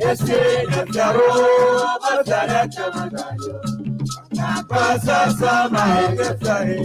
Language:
Ewe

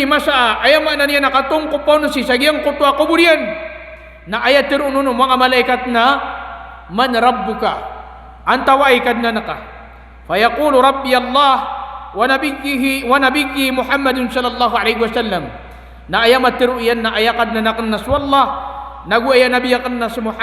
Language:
Maranao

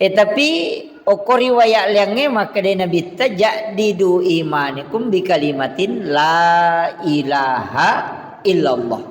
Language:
Buginese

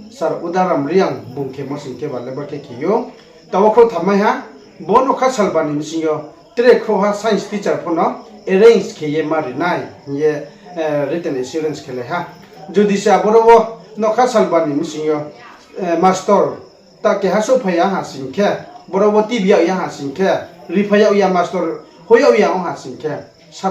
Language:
Riang (India)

